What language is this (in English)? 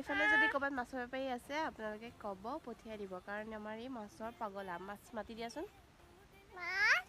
Assamese